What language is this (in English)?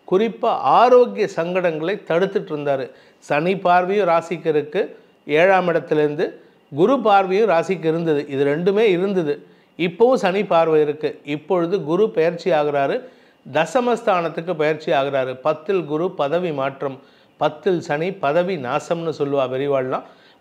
Tamil